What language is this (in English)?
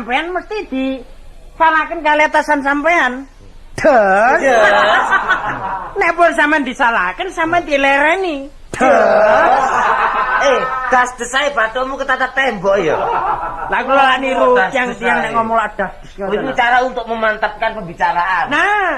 Javanese